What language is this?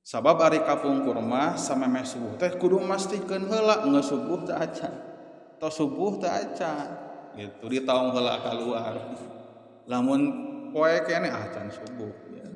Sundanese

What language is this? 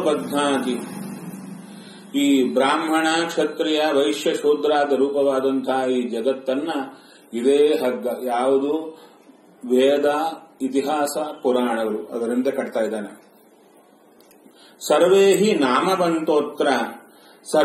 Kannada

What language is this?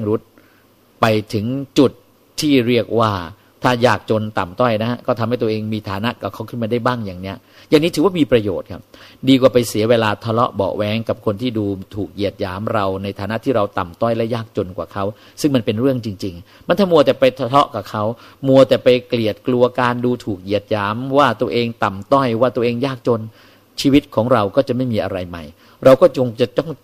Thai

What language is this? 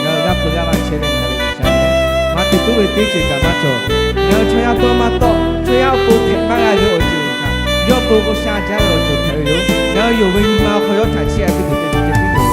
Lahu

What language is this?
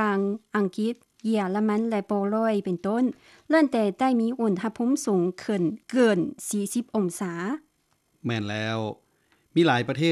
Lao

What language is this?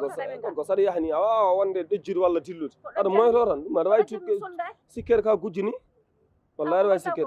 Fula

